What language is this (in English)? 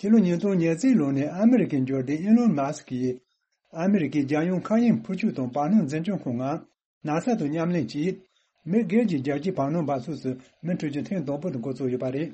Tibetan